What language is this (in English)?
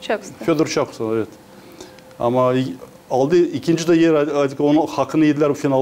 Gagauz